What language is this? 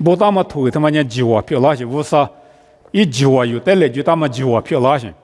Lisu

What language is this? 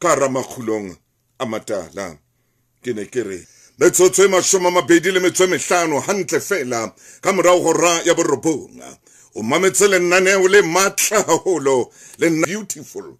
Southern Sotho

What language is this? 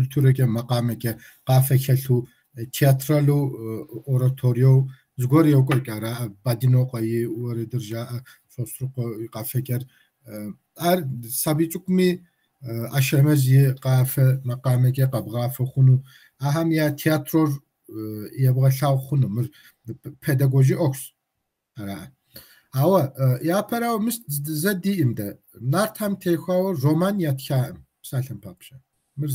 Kabardian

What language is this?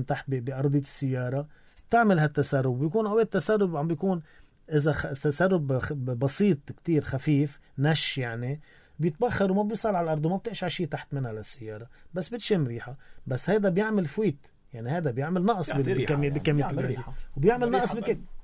North Levantine Arabic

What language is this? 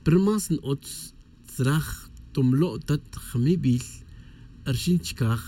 Tz'utujil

